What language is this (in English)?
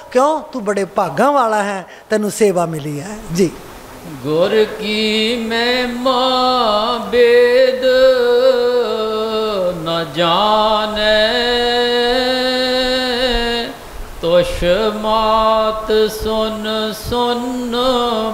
Punjabi